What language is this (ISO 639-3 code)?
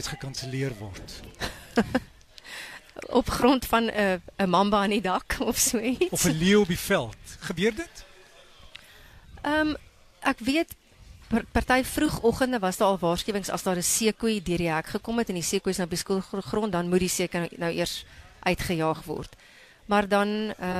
afr